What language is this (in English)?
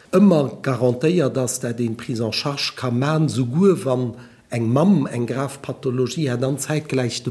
Luxembourgish